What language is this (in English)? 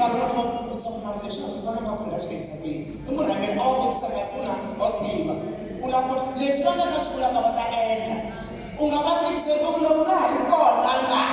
Tsonga